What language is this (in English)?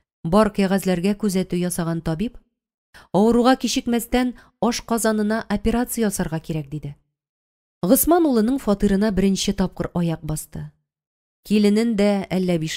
Tatar